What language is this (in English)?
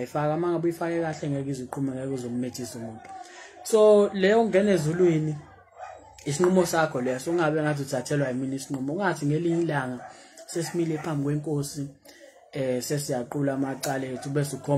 Zulu